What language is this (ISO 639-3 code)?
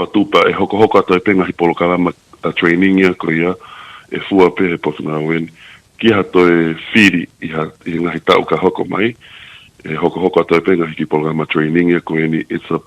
ton